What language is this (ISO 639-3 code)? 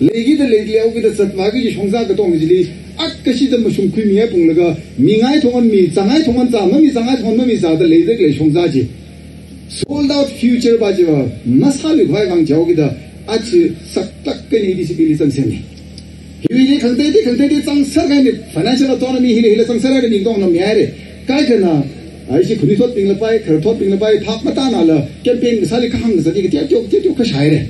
nmf